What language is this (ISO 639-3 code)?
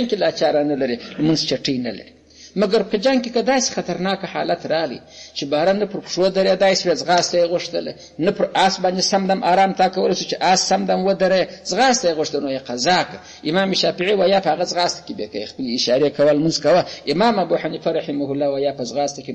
pus